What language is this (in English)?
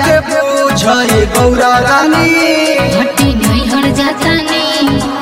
Bhojpuri